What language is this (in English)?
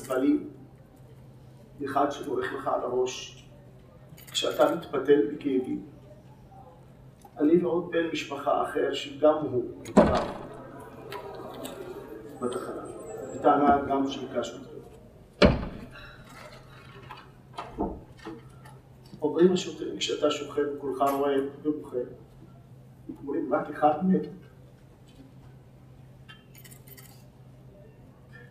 Hebrew